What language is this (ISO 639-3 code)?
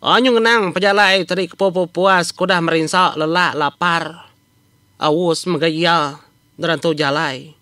iba